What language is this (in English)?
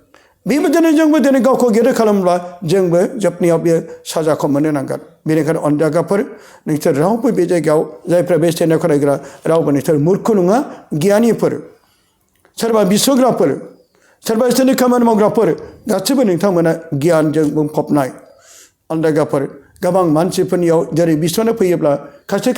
Bodo